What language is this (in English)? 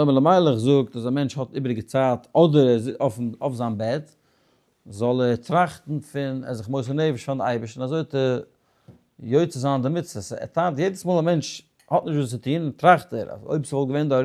Yiddish